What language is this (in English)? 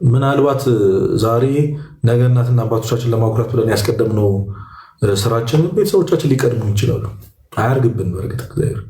Amharic